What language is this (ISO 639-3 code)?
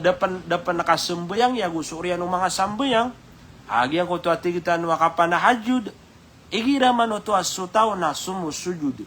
mrw